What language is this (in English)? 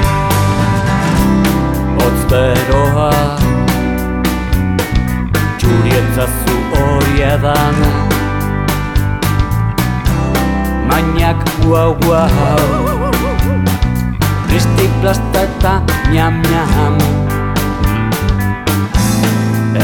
Basque